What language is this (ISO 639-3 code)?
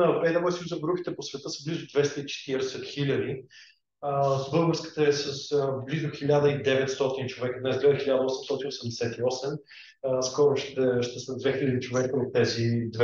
bul